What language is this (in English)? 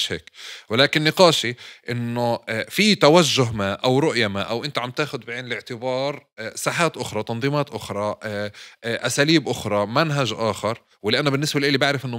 North Levantine Arabic